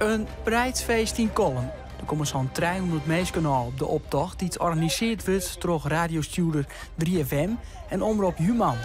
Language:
Western Frisian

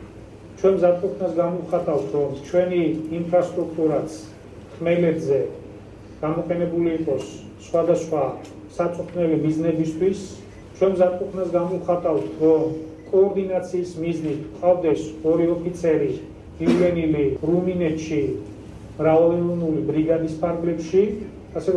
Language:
Georgian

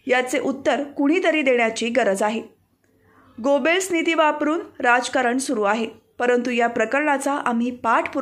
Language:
Marathi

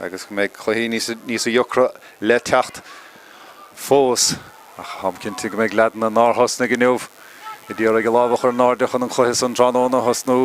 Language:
Irish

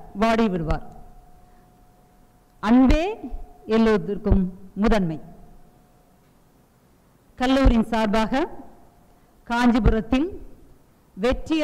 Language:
Tamil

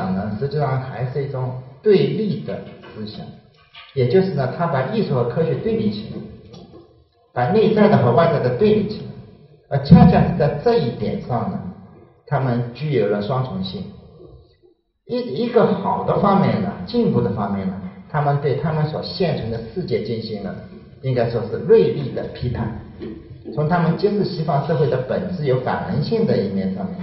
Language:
Chinese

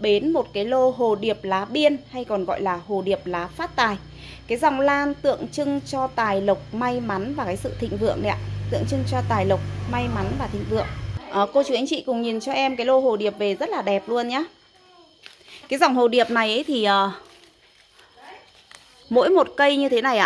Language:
Vietnamese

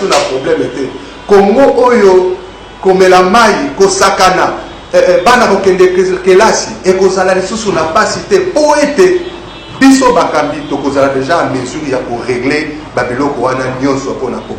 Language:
Lingala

